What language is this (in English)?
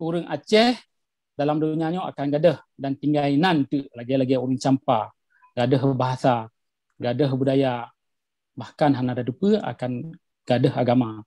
Achinese